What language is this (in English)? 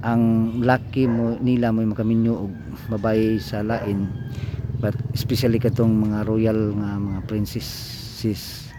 Cebuano